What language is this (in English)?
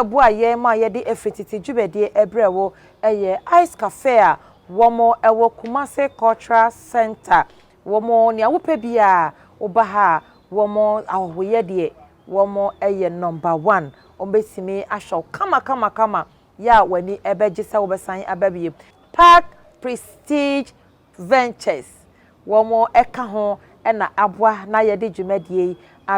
Akan